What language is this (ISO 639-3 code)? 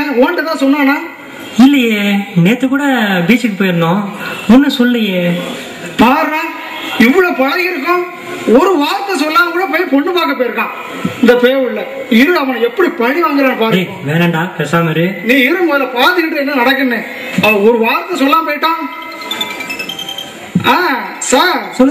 tam